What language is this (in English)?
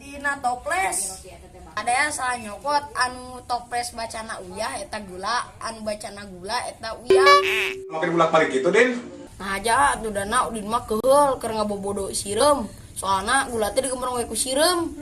Sundanese